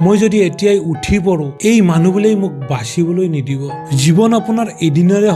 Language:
Assamese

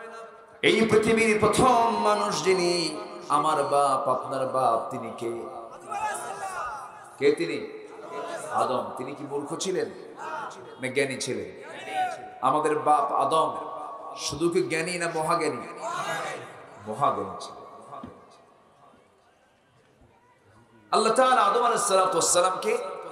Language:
Bangla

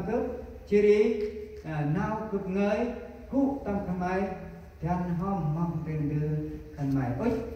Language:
Central Mnong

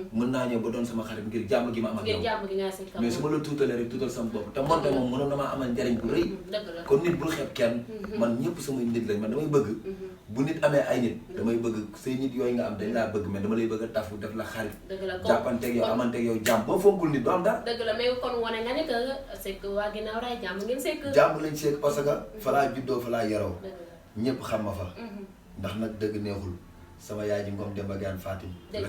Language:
Wolof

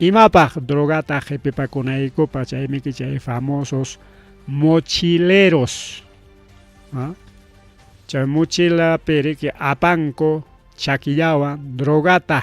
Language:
Ayacucho Quechua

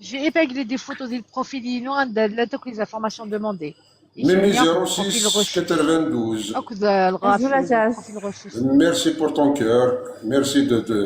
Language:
Kabyle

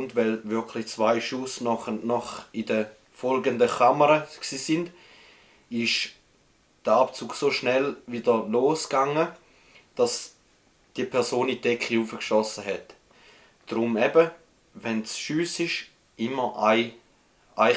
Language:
Swiss German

